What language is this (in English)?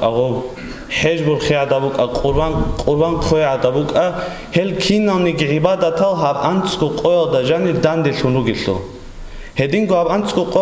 Avaric